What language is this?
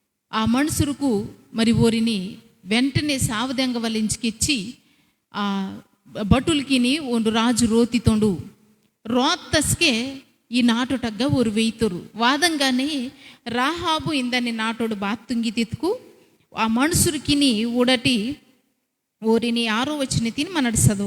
Koya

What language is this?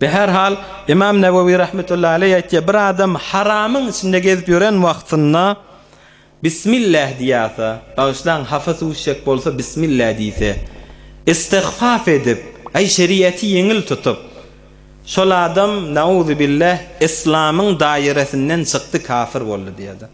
Turkmen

